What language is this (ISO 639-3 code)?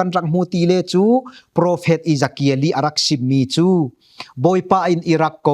cfm